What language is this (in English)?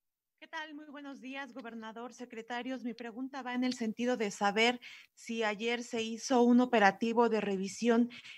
Spanish